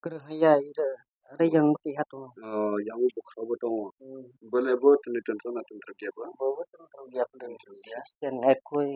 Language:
Kok Borok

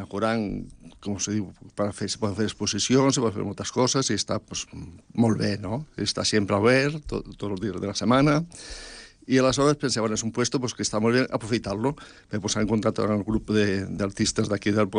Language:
Catalan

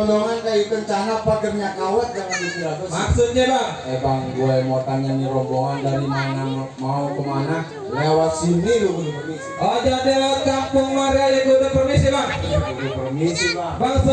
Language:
Betawi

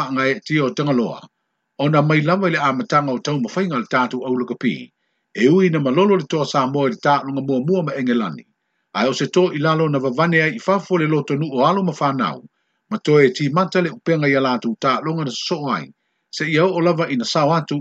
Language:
Samoan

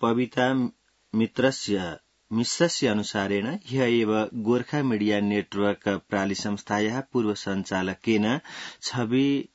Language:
Sanskrit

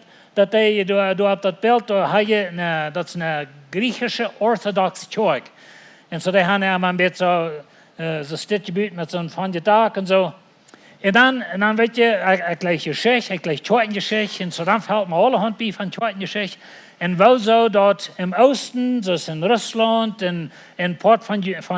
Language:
Plautdietsch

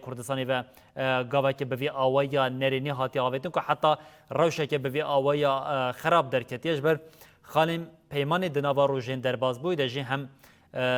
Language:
Kurdish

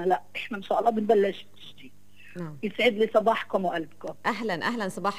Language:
North Levantine Arabic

